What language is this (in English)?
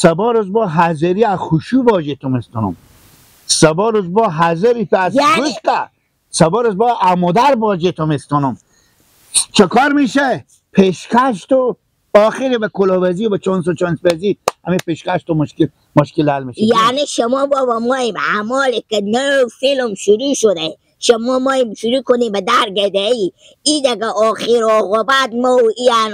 Persian